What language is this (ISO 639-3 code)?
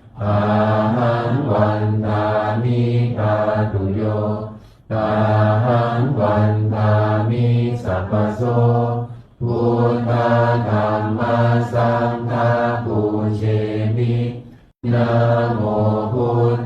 pli